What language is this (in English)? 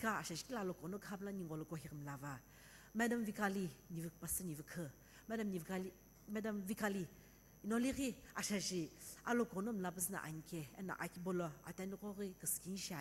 Sumi Naga